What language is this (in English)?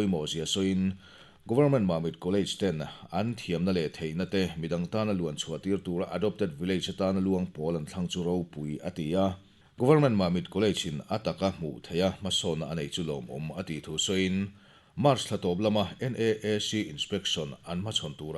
Mizo